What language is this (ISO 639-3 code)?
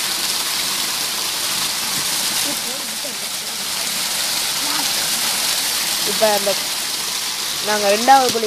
tam